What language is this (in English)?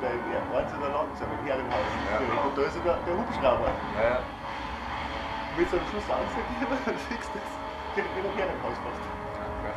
Bavarian